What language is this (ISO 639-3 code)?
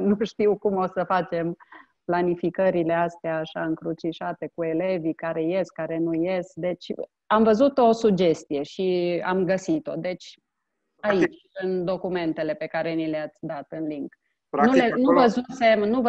ron